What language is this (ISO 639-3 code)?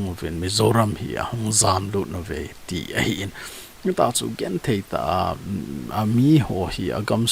tcz